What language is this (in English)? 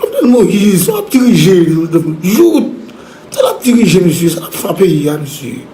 Haitian Creole